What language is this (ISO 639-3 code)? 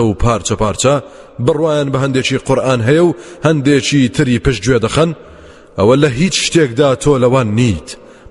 ckb